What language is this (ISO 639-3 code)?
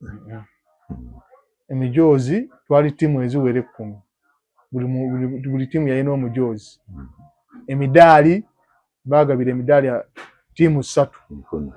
lug